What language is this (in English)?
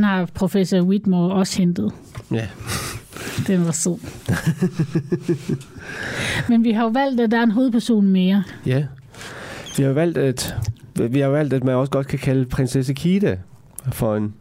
Danish